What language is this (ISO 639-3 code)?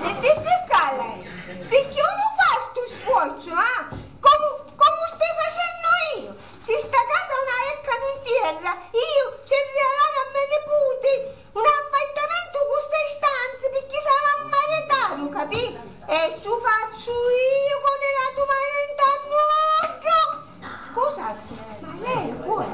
scn